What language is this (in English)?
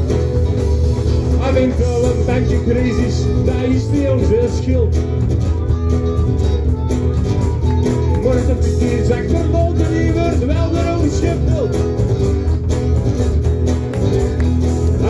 Dutch